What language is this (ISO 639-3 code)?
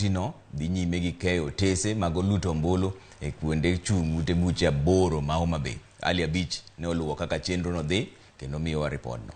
luo